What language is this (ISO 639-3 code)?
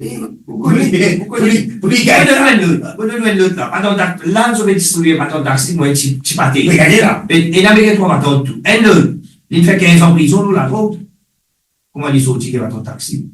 mfe